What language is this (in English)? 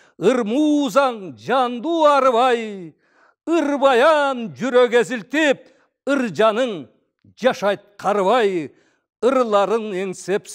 Kyrgyz